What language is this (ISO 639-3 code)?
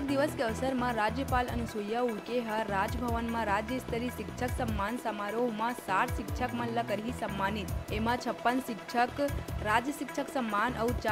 hne